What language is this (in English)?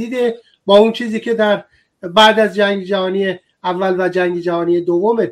Persian